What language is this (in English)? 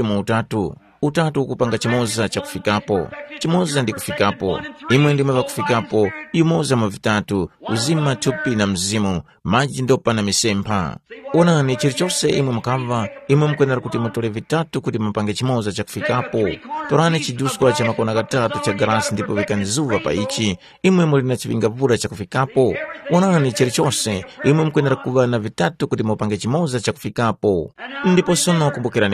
Tumbuka